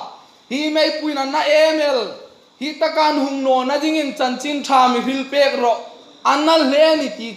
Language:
Hmar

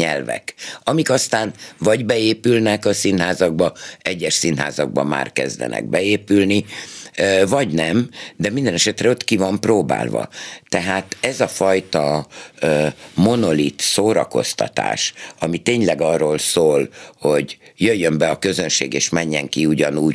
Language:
Hungarian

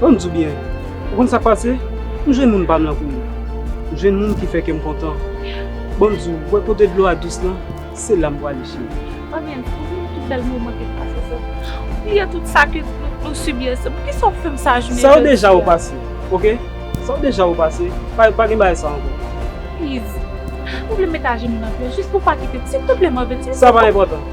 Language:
Haitian Creole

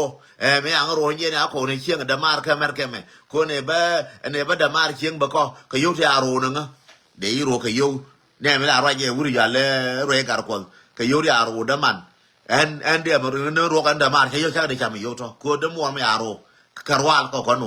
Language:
Nuer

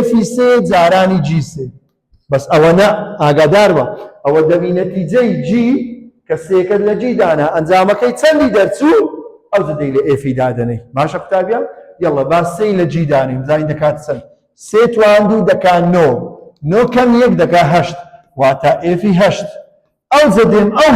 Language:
Central Kurdish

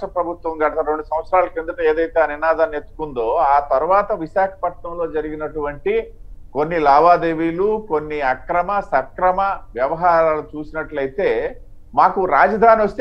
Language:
Telugu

